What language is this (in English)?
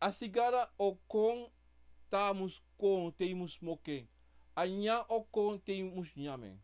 Sranan Tongo